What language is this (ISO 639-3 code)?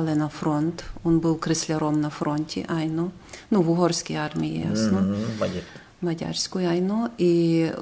rue